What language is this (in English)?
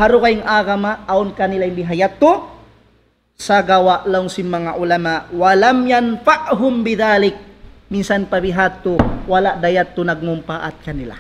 Tausug